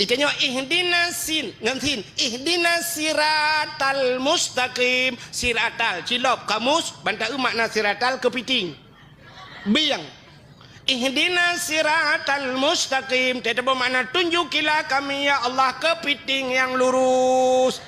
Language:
Achinese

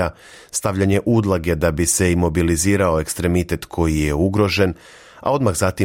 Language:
Serbian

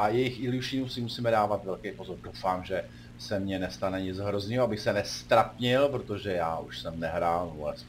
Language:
Czech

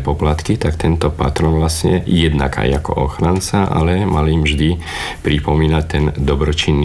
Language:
Slovak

